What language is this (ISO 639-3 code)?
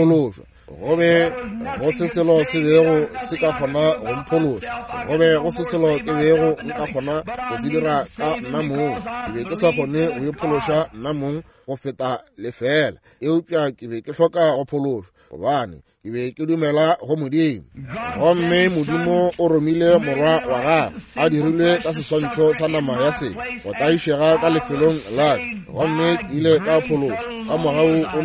nso